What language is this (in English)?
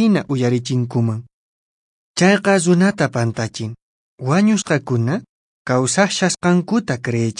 Quechua